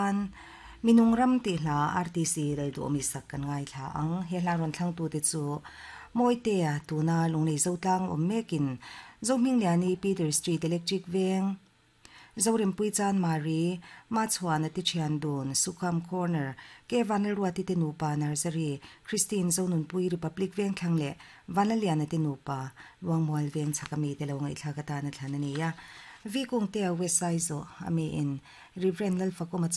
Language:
Mizo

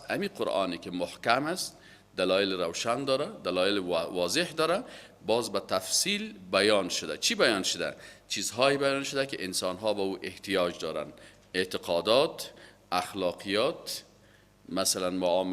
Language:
Persian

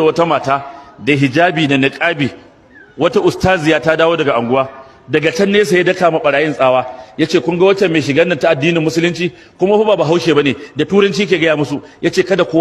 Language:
Hausa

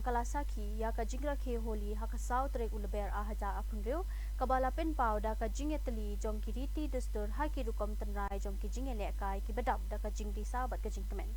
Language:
Khasi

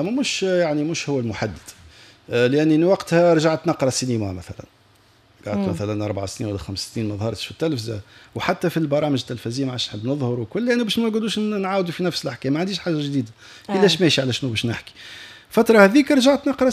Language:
Tunisian Arabic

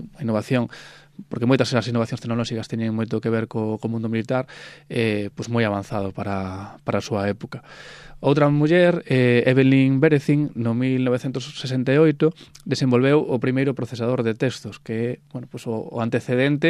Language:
Galician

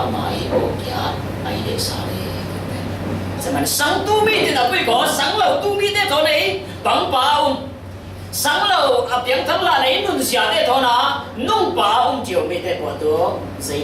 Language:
Falam Chin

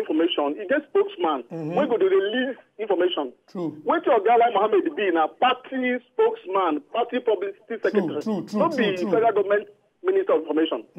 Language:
Nigerian Pidgin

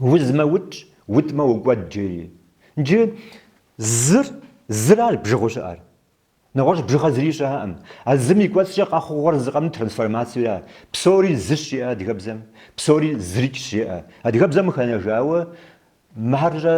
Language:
Kabardian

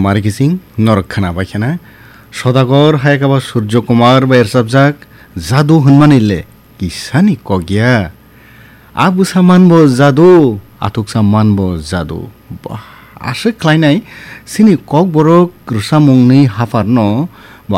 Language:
Kok Borok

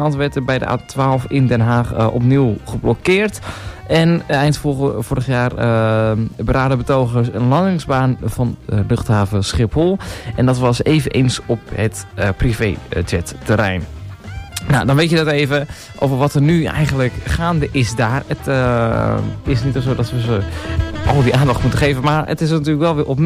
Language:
Dutch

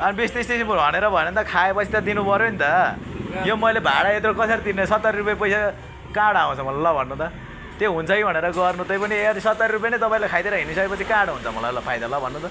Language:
Nepali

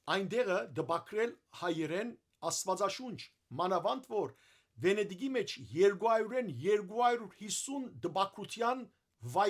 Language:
Western Armenian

